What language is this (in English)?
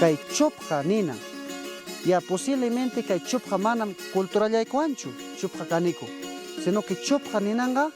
Ayacucho Quechua